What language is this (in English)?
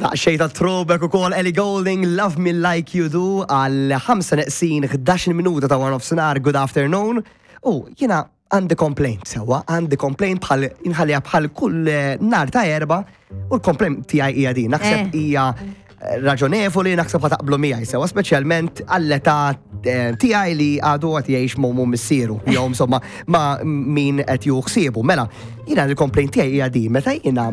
Maltese